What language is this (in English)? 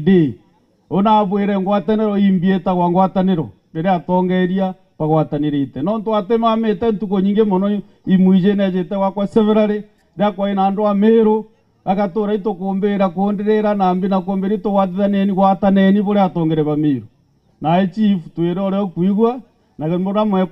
Meru